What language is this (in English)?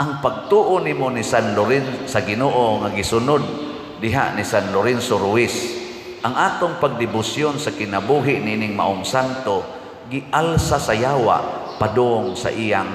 Cebuano